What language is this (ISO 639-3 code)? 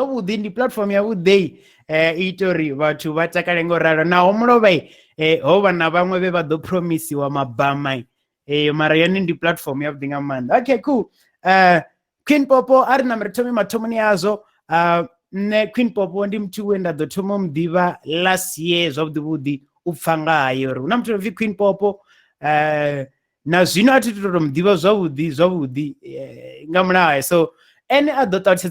ven